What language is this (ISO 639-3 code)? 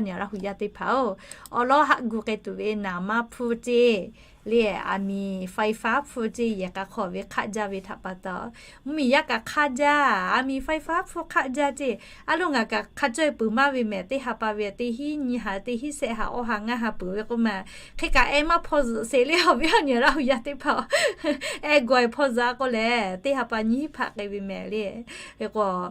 lhu